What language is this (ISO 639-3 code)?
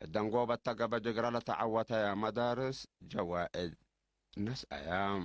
tig